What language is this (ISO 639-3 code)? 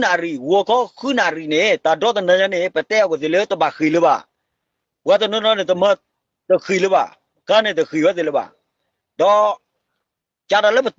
ksw